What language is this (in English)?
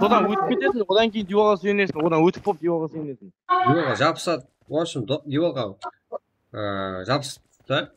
Kara-Kalpak